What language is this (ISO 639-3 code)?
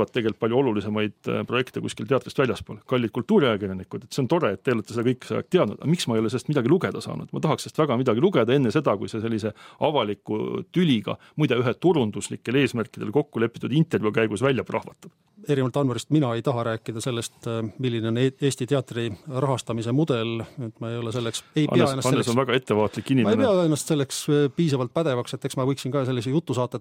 est